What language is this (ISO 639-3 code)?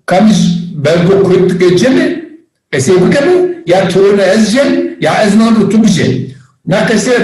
zza